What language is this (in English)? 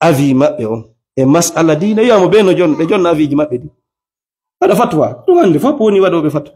Fula